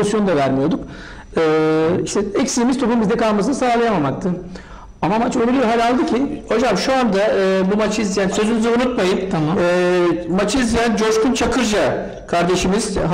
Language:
Turkish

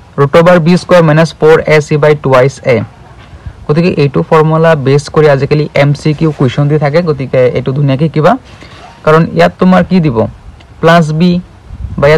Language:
Assamese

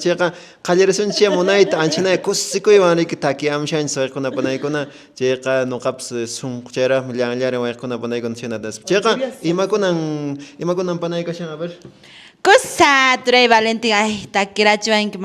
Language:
Quechua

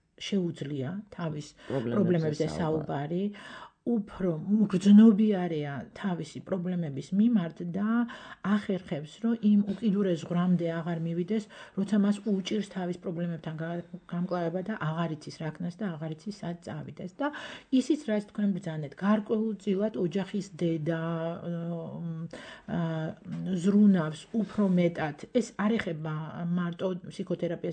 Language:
Georgian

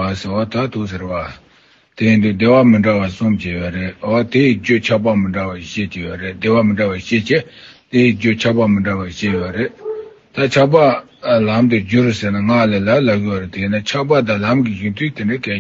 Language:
Tibetan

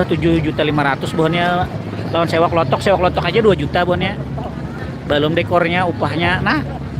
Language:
Banjar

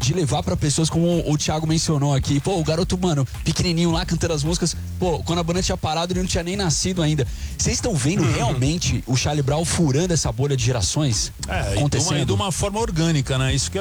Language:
Portuguese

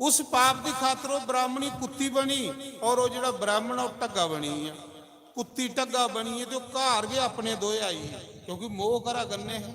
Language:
Dogri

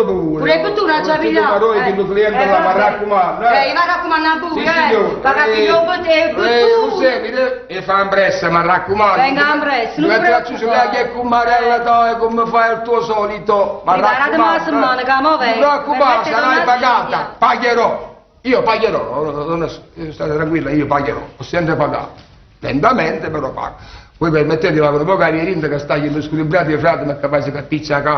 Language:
Neapolitan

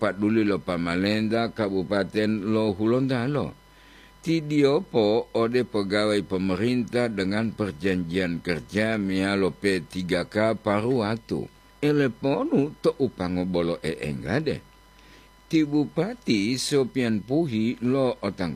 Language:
Gorontalo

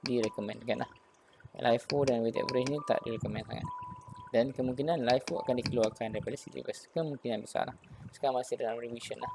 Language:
Malay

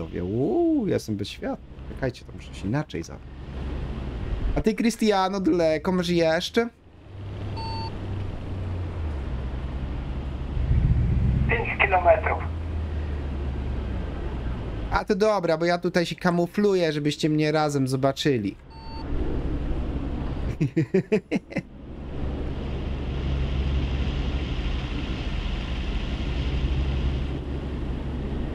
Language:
Polish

